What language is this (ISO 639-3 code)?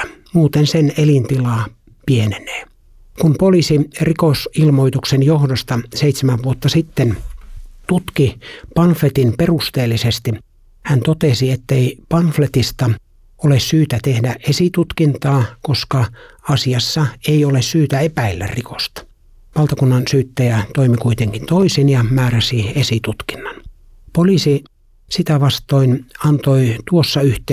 fin